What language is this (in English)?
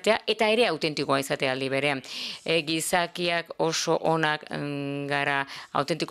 Basque